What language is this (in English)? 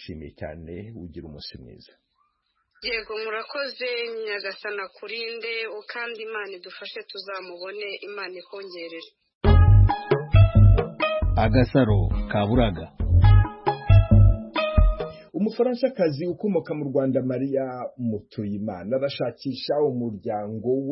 Kinyarwanda